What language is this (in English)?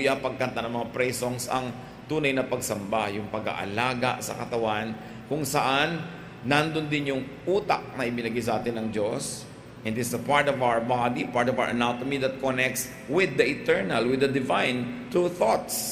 Filipino